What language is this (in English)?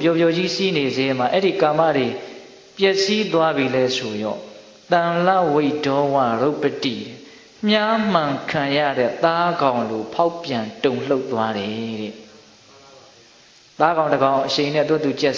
Burmese